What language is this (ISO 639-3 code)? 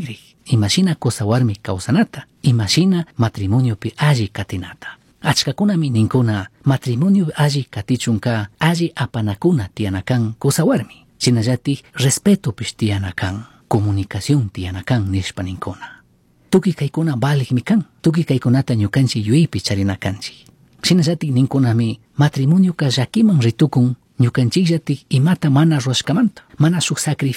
qug